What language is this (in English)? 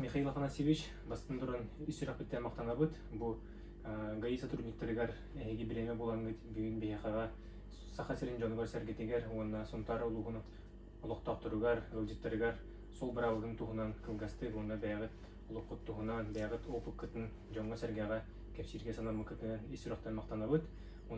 Yakut